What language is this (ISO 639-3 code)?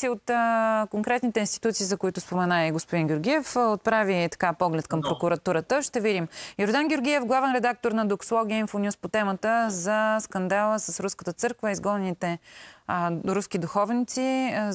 bul